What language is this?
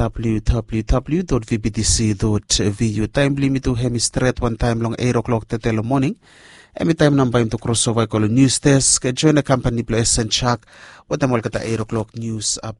Bislama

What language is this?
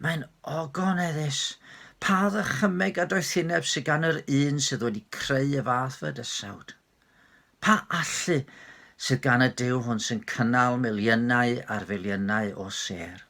Welsh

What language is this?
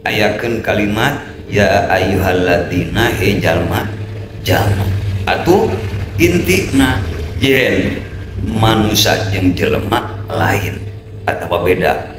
Sundanese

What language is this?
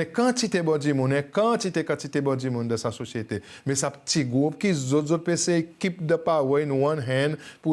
Seselwa Creole French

